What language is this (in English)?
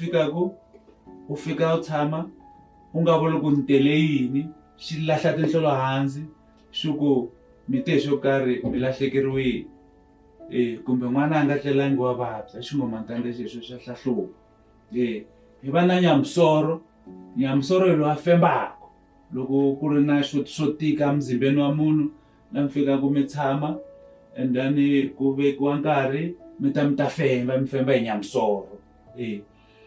Tsonga